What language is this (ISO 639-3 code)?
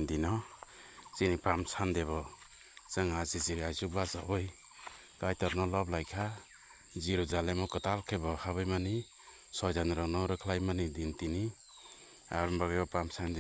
trp